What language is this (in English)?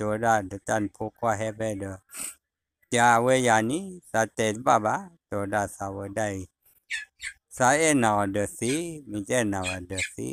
S'gaw Karen